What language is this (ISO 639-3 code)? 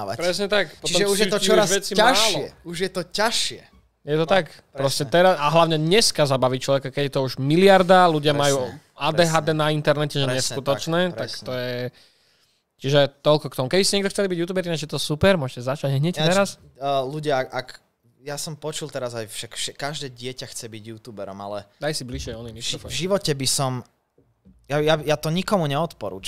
slk